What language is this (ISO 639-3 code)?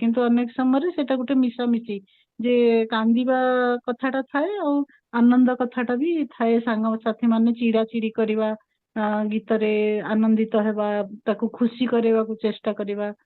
ori